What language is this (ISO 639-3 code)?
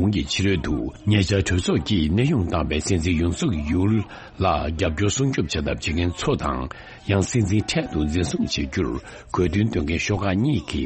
bod